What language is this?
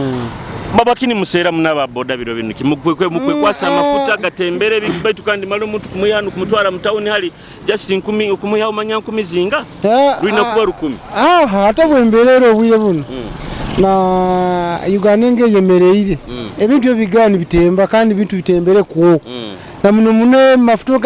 Nyoro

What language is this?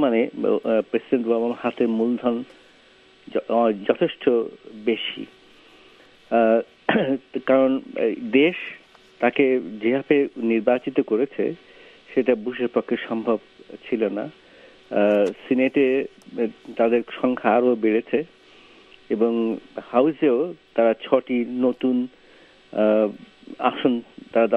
Bangla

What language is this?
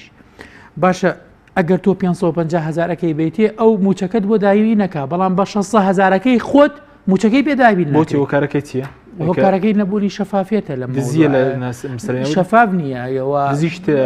Central Kurdish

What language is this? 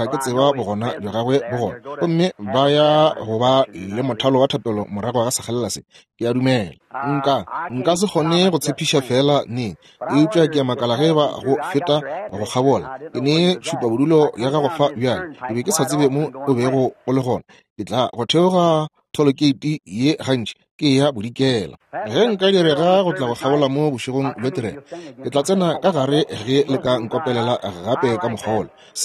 Northern Sotho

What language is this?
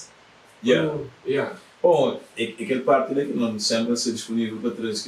Kabuverdianu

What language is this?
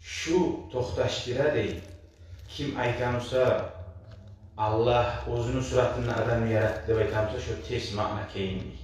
Kumyk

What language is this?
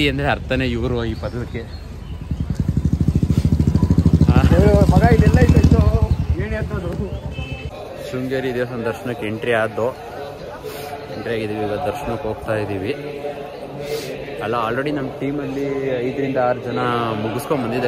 Kannada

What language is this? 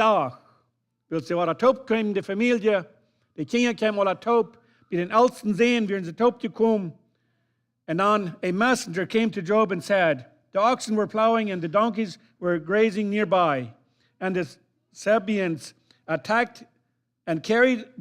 Plautdietsch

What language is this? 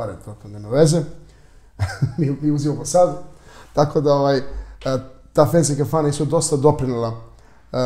Serbian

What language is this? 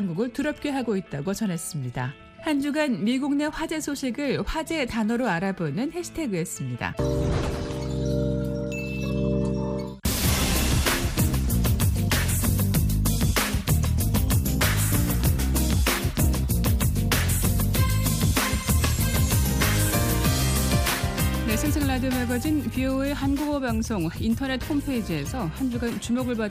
Korean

